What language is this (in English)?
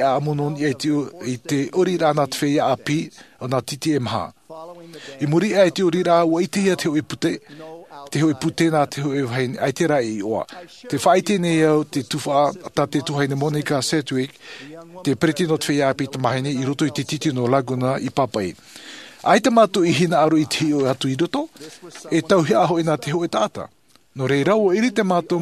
Tahitian